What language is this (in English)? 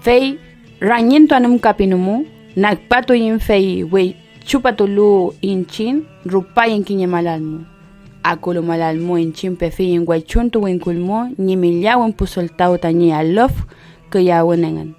Mapuche